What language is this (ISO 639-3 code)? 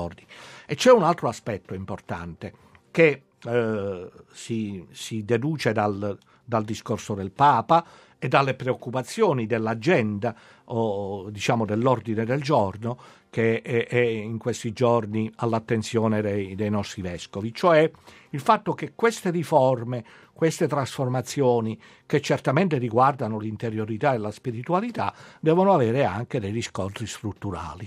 ita